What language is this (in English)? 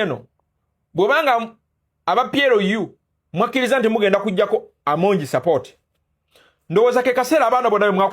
Ganda